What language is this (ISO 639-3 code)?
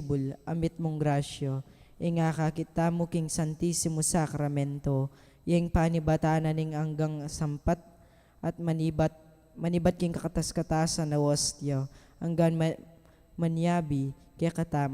pam